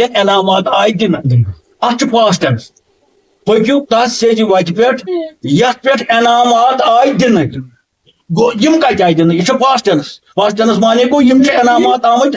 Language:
Kashmiri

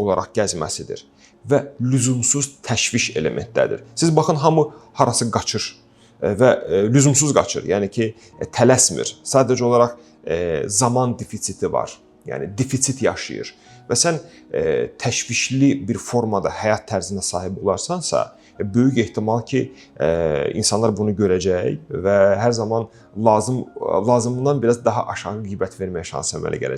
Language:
Azerbaijani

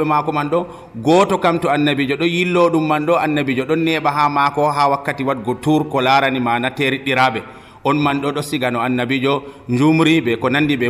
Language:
Nigerian Fulfulde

